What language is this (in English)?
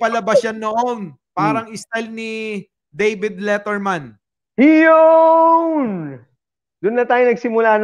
Filipino